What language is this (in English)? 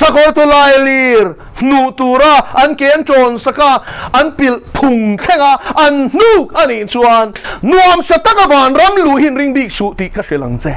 Mizo